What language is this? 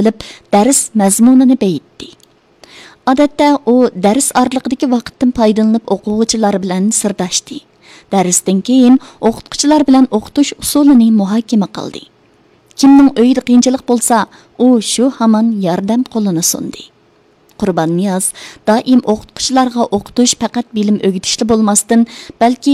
Uyghur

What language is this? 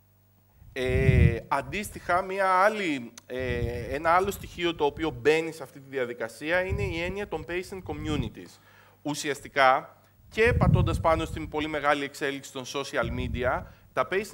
Greek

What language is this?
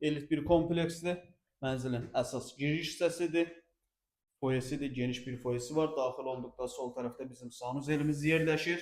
Azerbaijani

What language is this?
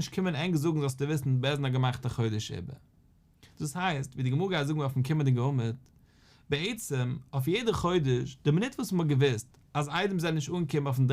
Yiddish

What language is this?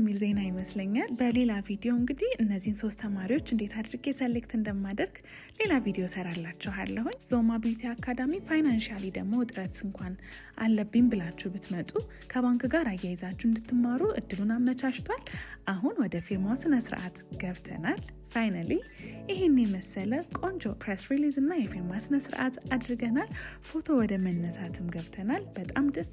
Amharic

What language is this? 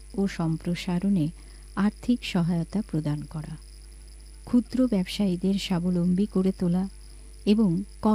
Bangla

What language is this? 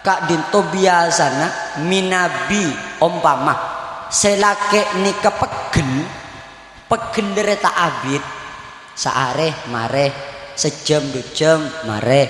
Madurese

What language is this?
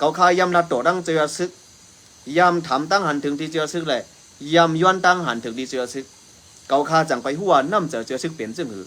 Shan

